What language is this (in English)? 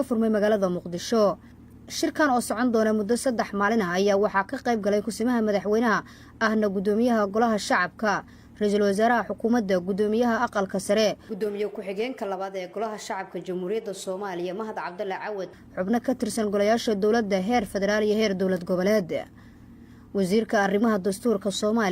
Somali